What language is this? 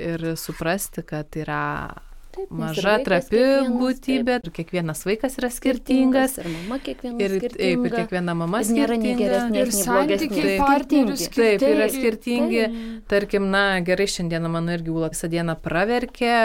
Lithuanian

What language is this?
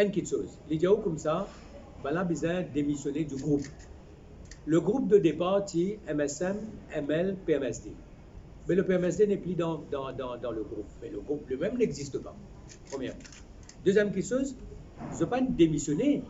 Morisyen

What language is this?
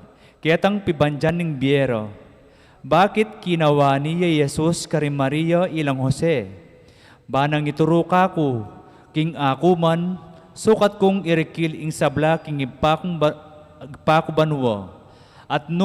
Pampanga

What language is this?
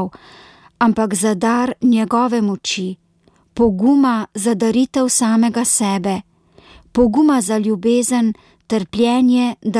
Slovenian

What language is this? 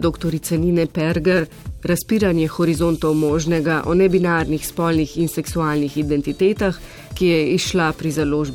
Slovenian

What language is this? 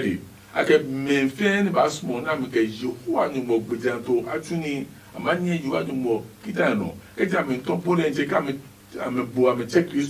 Adangme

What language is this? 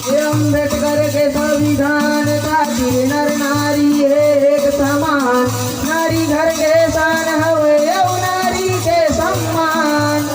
Chhattisgarhi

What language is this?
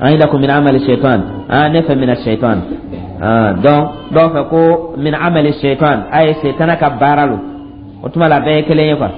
Dyula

